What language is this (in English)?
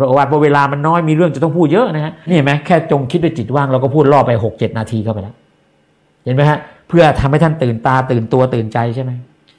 Thai